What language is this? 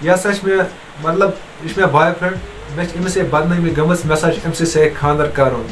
Kashmiri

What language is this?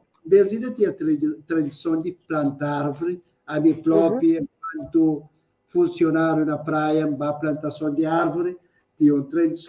Kabuverdianu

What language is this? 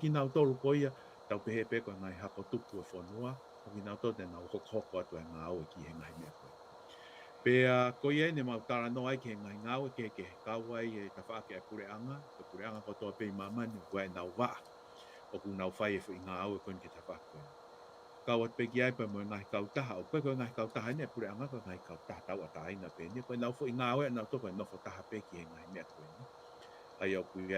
Tongan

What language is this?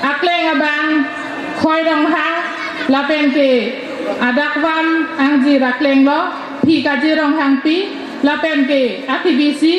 Karbi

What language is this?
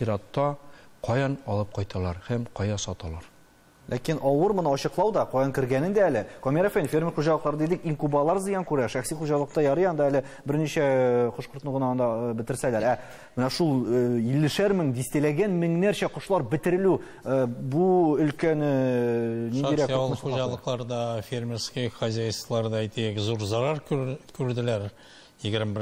Tatar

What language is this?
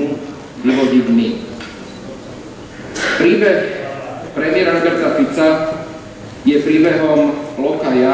Slovak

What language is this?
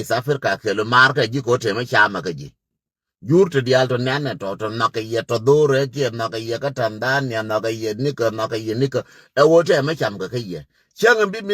Nuer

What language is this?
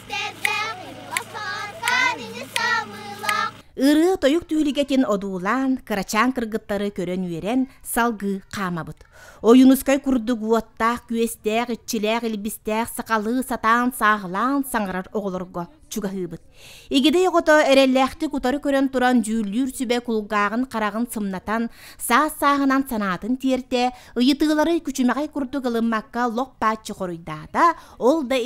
Yakut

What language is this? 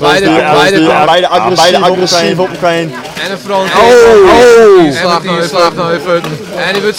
Western Frisian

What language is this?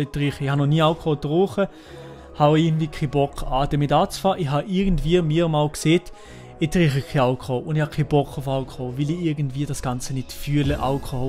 Swiss German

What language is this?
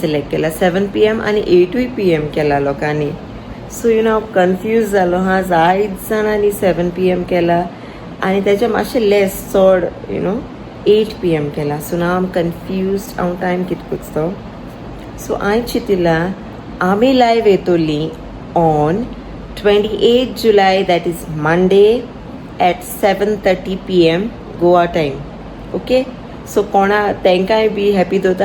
Konkani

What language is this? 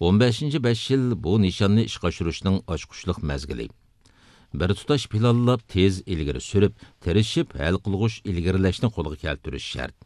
Uyghur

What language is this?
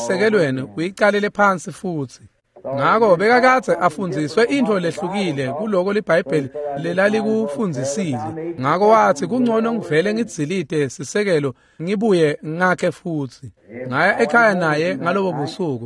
Swati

